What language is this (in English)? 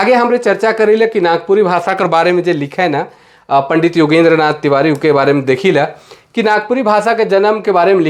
Sadri